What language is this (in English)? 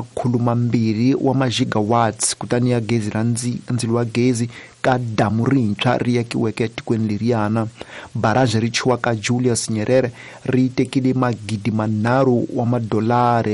Tsonga